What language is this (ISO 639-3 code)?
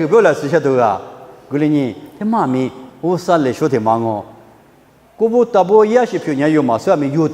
lis